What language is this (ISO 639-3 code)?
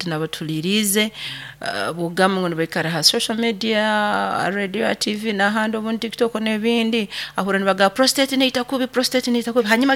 nyo